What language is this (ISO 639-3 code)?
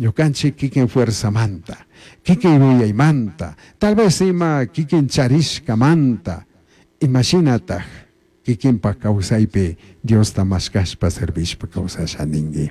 qug